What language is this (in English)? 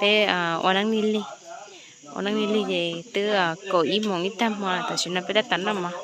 Hmong